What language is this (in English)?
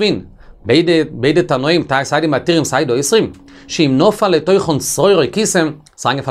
Yiddish